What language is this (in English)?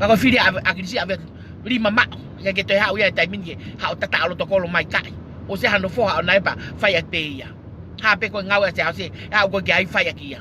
Tongan